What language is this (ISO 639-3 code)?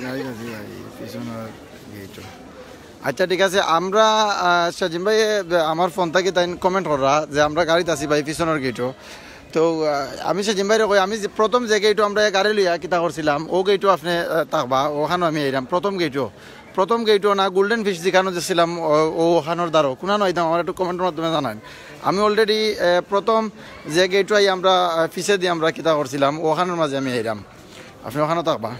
syl